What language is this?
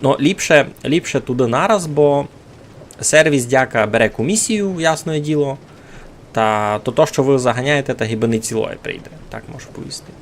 Rusyn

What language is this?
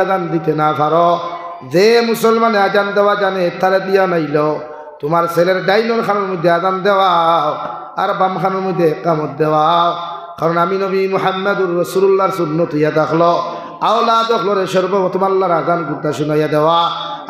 Sylheti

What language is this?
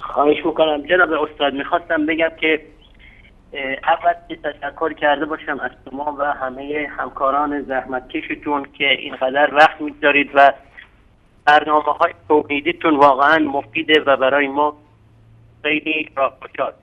Persian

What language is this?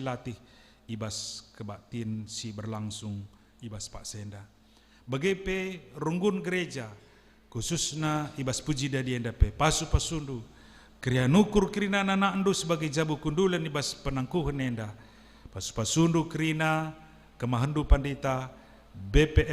Batak Karo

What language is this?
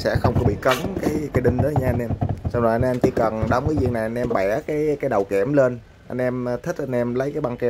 Vietnamese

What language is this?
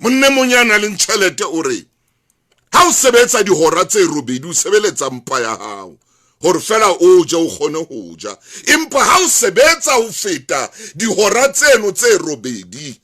Southern Sotho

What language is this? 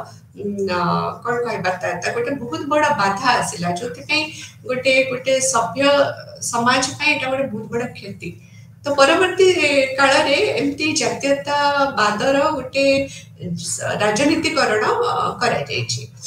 Odia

